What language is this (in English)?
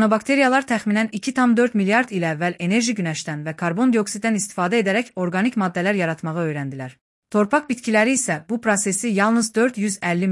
Azerbaijani